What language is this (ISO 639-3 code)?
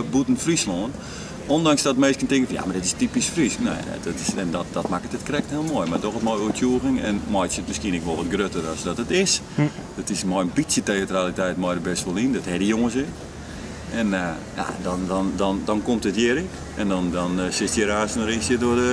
fry